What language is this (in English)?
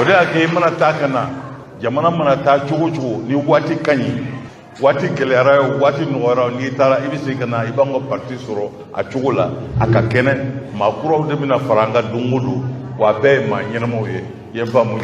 Bambara